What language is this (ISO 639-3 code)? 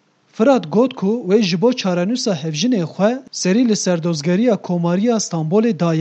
kur